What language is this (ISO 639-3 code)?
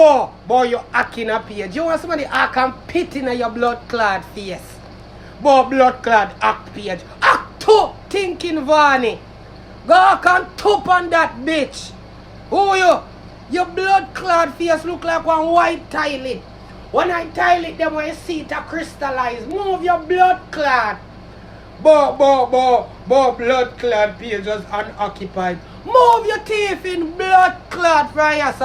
jam